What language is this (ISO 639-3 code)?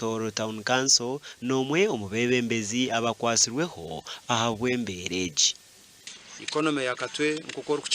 nyn